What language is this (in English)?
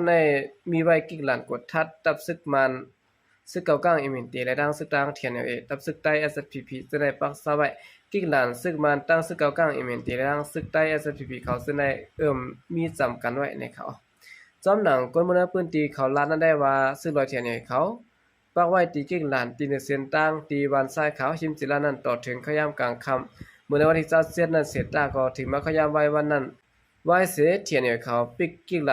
Shan